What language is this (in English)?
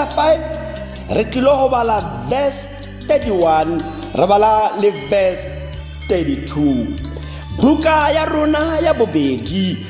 Tswana